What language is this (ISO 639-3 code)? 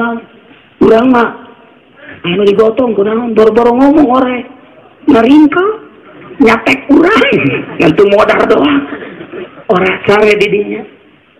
sun